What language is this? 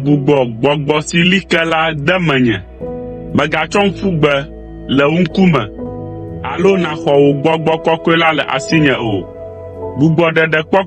Ewe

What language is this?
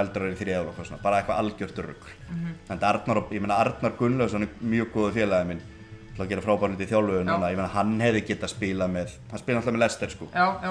Icelandic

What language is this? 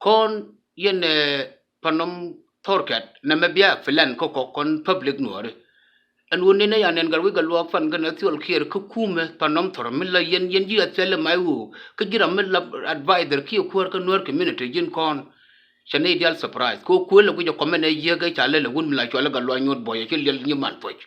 Nuer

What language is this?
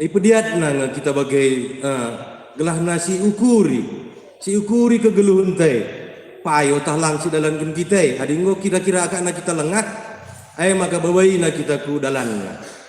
Batak Karo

